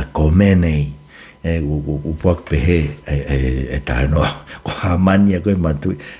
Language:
Tongan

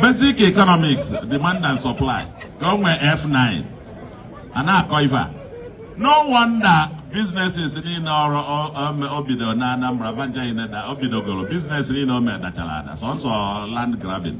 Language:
Igbo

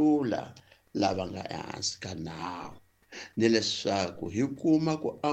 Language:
Tsonga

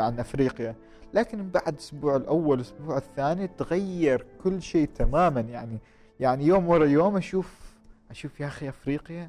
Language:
Gulf Arabic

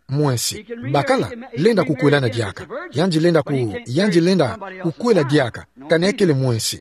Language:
Kituba (Democratic Republic of Congo)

